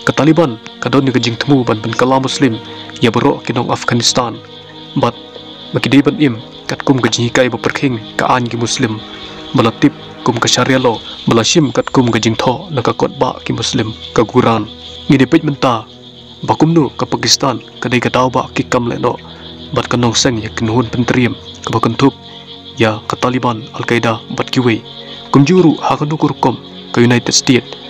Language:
Khasi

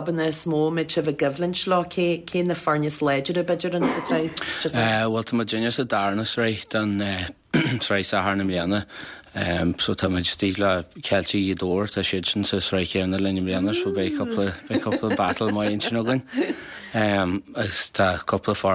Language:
Irish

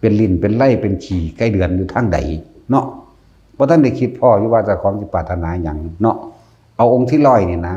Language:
Lao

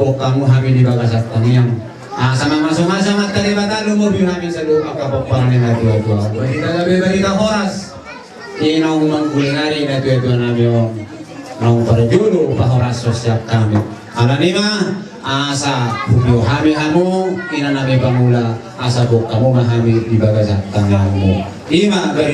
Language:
Batak Toba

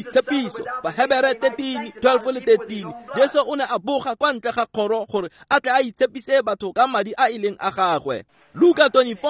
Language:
Tswana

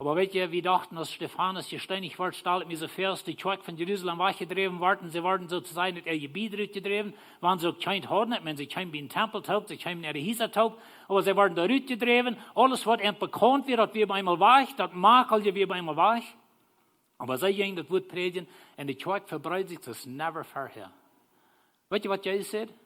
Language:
Plautdietsch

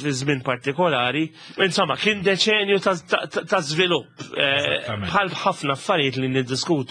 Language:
Maltese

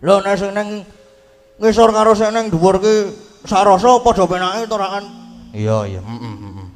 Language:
Javanese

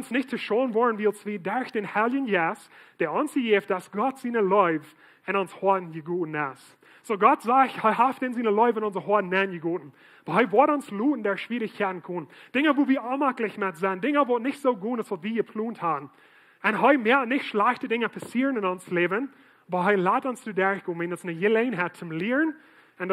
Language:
Plautdietsch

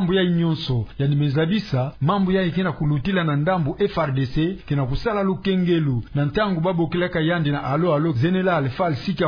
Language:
Kituba (Democratic Republic of Congo)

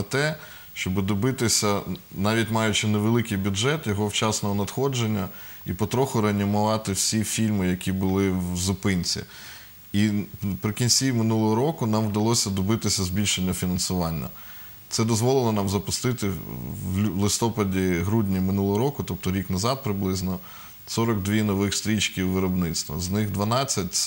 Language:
Ukrainian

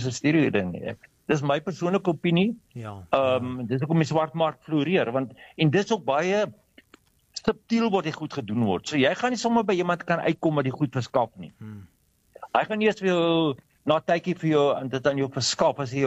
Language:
Afrikaans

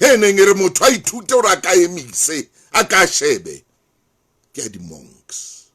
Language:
Southern Sotho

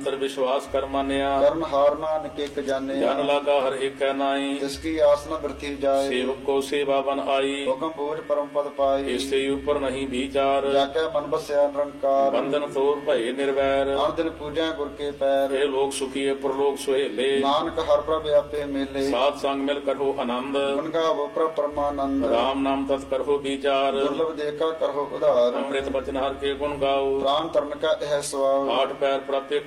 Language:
Punjabi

